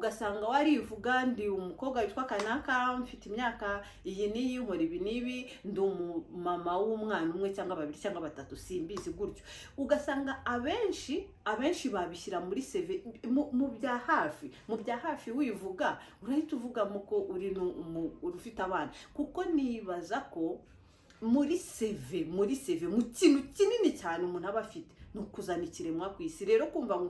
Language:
Kinyarwanda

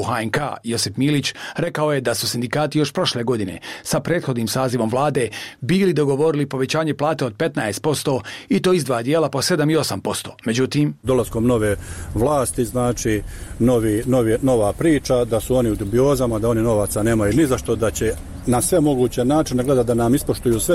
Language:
Bosnian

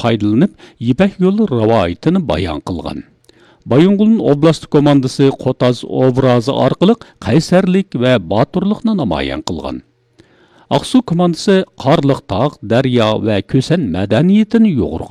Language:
Uyghur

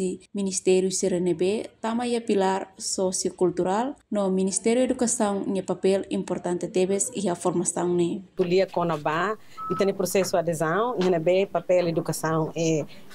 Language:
Tetum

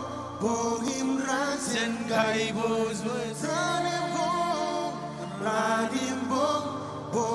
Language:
Marshallese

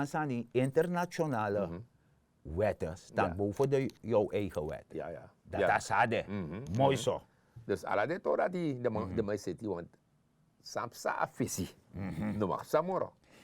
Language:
Sranan Tongo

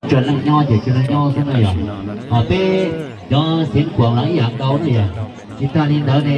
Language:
Hmong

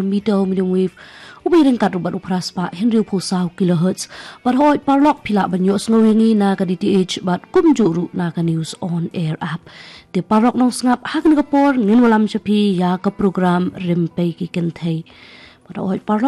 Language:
Khasi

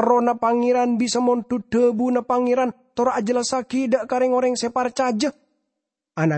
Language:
Madurese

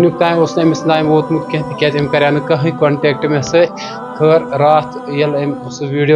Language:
Kashmiri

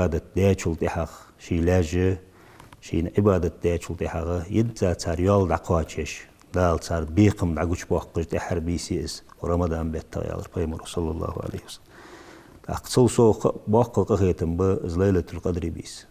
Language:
Ingush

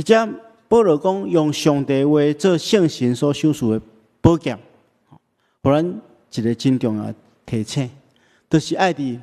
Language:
Min Nan Chinese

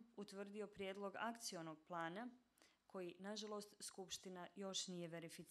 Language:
Bosnian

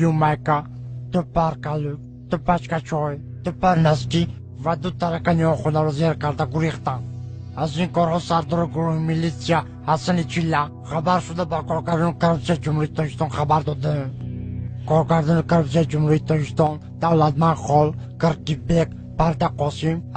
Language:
Tajik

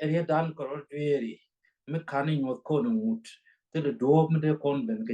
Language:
Nuer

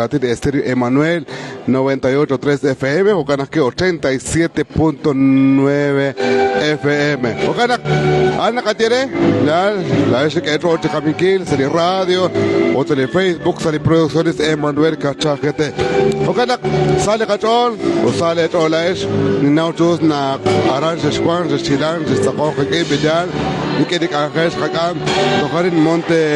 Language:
Kekchí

